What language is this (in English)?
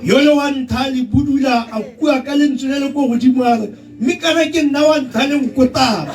Tswana